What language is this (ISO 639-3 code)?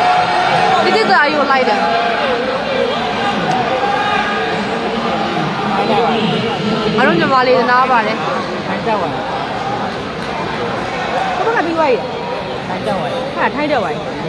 mya